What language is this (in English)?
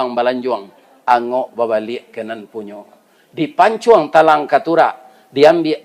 Minangkabau